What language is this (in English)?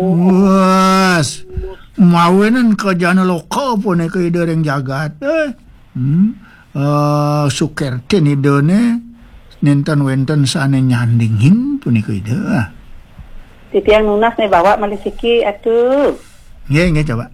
Balinese